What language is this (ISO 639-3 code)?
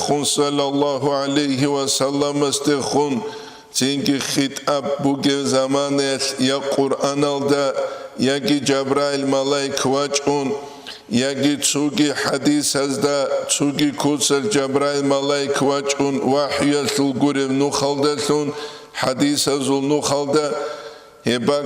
ava